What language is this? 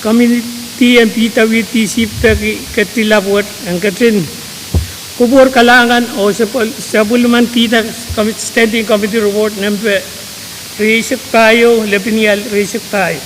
Pohnpeian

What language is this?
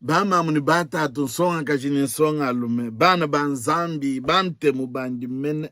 Luba-Lulua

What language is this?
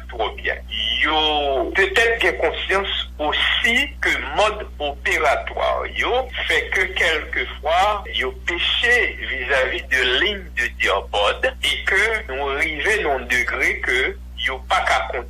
Haitian Creole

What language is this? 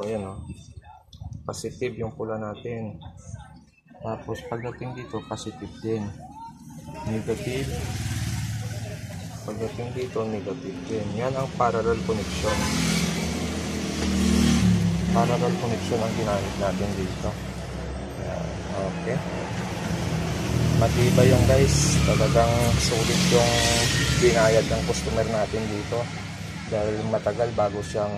Filipino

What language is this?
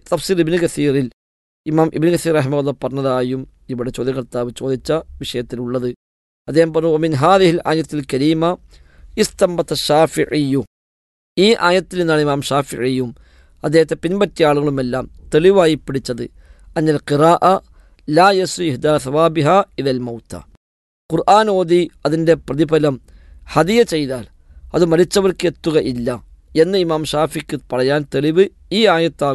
Malayalam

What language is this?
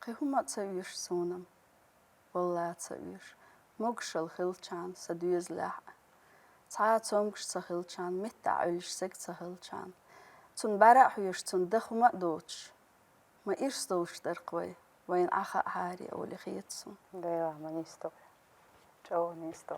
Chechen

